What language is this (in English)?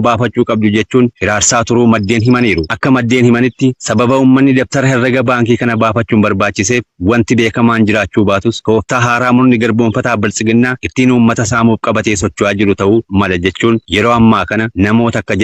Oromo